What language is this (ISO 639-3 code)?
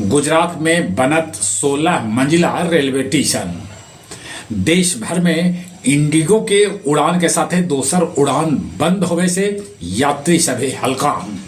mag